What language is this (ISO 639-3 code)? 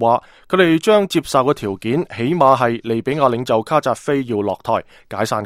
yue